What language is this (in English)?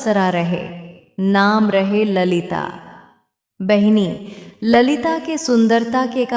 Bhojpuri